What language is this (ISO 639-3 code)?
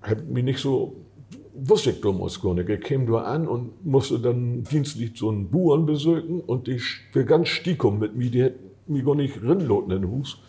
nds